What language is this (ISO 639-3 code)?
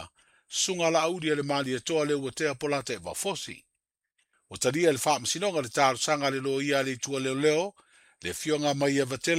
smo